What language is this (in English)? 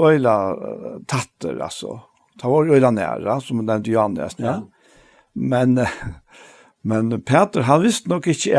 Faroese